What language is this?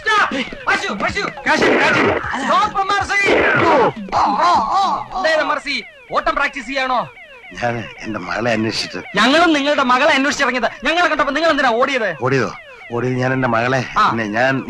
Malayalam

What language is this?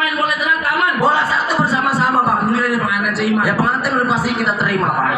Betawi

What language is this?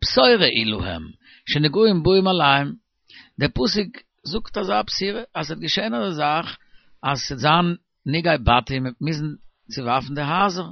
Yiddish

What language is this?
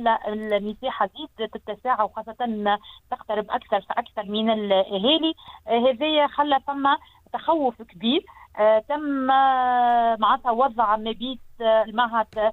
Tunisian Arabic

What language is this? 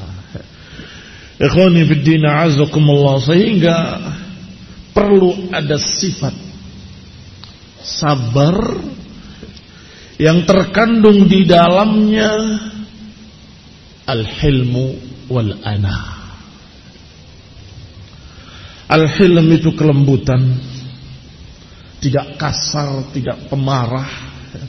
Indonesian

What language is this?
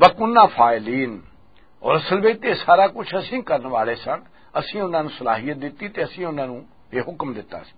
Western Panjabi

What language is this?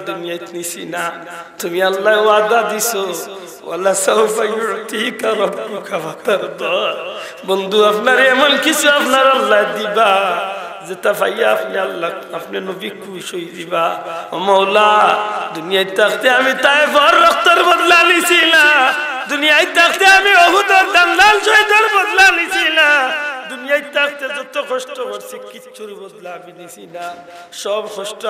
Sylheti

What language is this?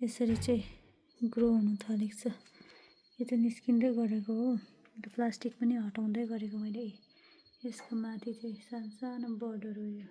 Nepali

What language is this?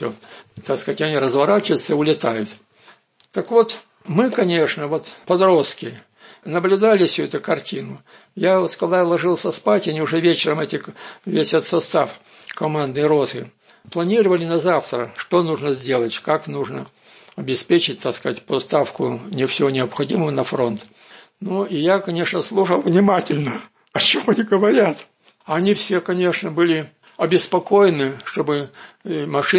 Russian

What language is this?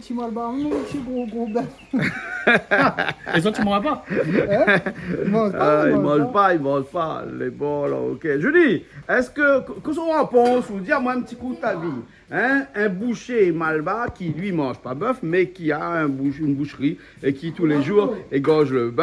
Réunion Creole French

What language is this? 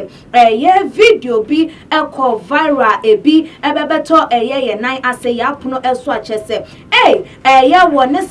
Akan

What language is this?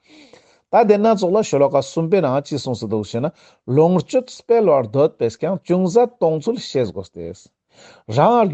Ladakhi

